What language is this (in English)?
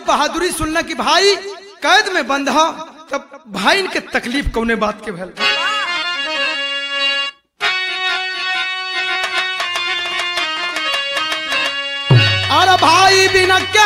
Bhojpuri